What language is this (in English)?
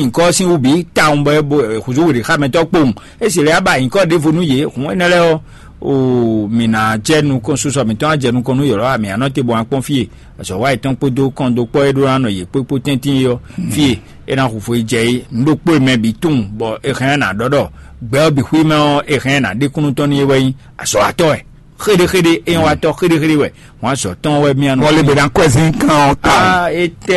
Fon